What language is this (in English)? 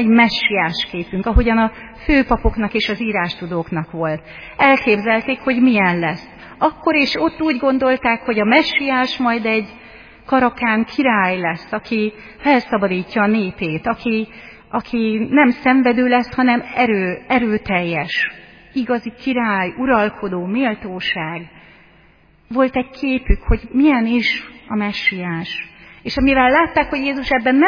Hungarian